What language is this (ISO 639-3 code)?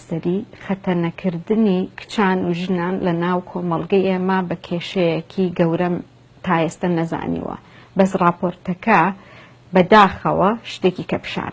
ckb